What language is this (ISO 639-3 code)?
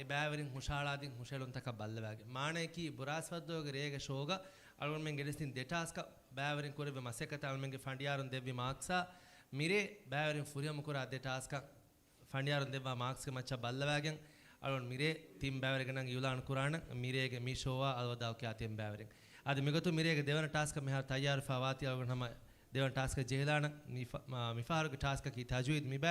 div